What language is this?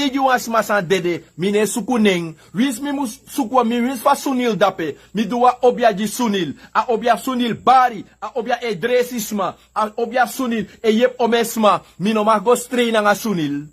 Sranan Tongo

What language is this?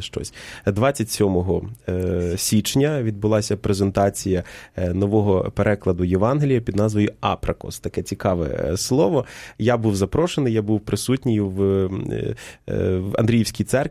Ukrainian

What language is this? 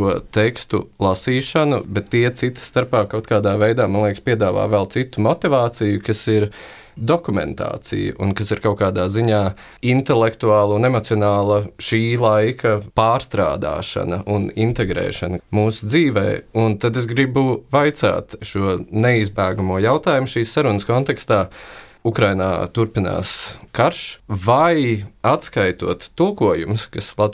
Latvian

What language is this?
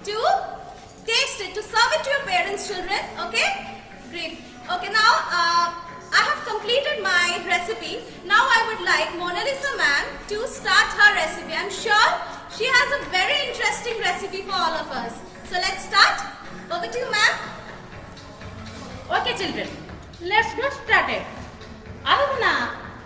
English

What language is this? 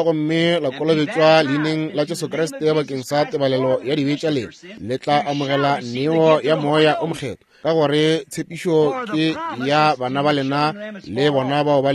Northern Sotho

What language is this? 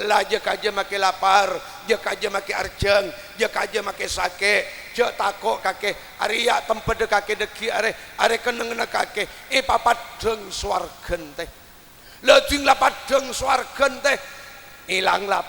Madurese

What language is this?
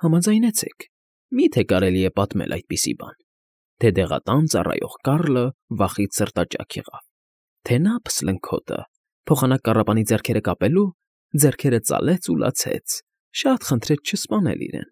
Armenian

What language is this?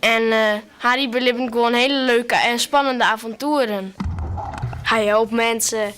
Western Frisian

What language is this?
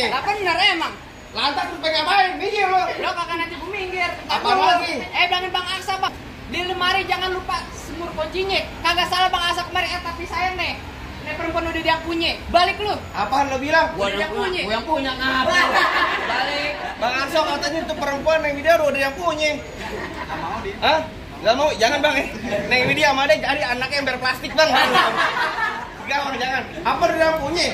Betawi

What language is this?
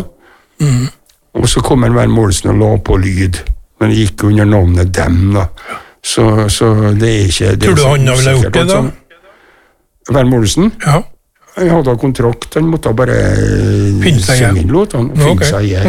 Norwegian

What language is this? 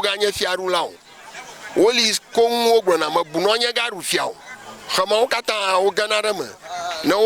Ewe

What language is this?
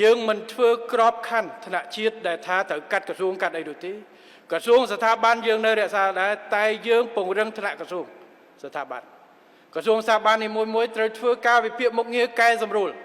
Khmer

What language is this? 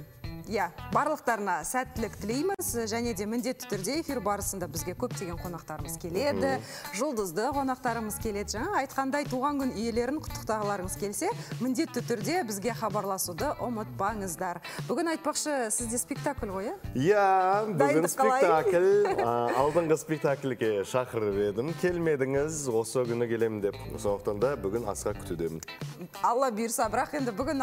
Kazakh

